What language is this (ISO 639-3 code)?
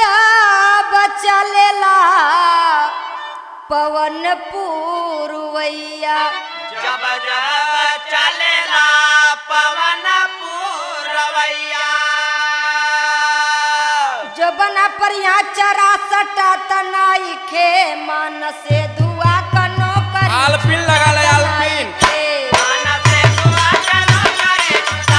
bho